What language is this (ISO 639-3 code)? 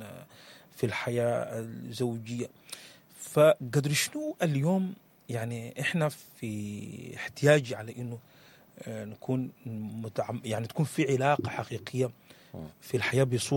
apd